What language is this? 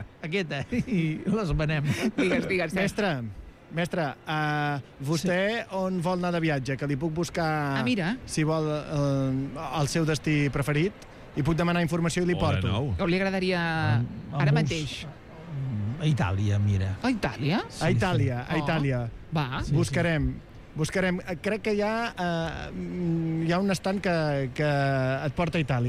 Catalan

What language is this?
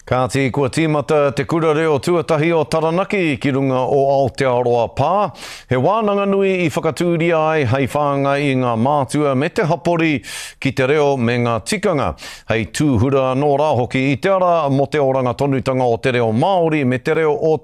Māori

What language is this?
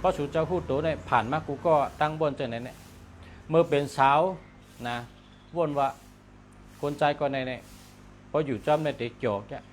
Shan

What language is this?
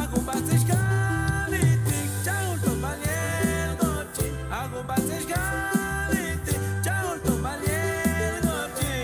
Chuj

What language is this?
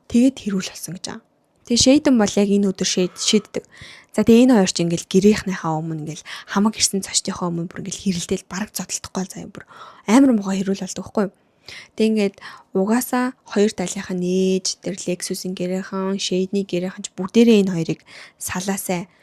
Mongolian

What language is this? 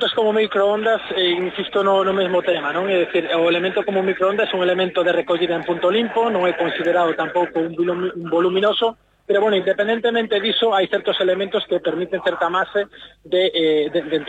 Galician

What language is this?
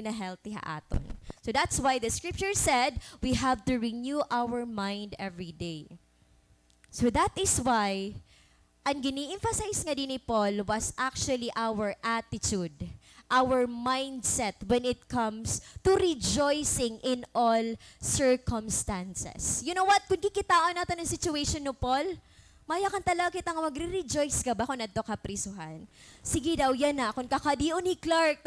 Waray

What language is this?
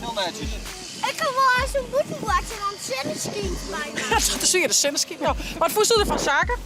Western Frisian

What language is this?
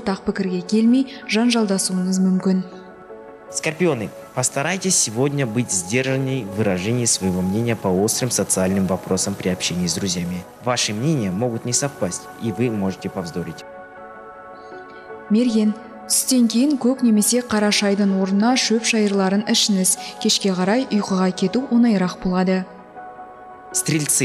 Kazakh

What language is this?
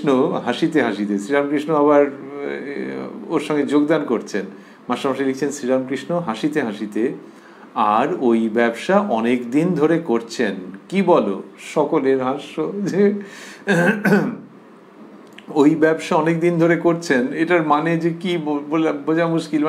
Bangla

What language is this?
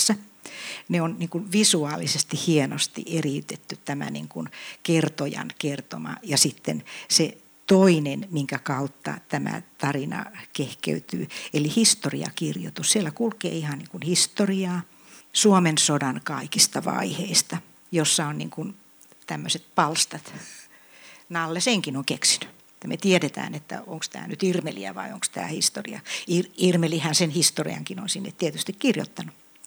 Finnish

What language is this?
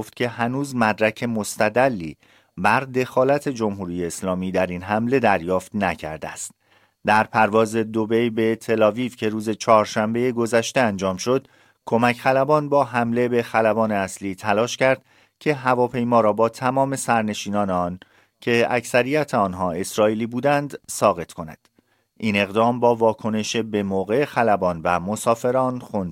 Persian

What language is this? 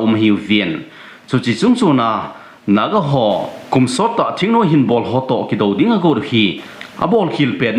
Thado Chin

